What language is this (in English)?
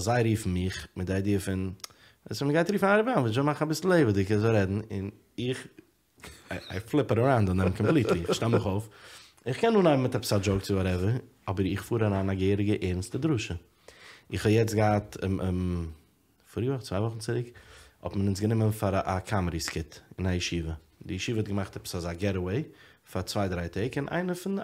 Yiddish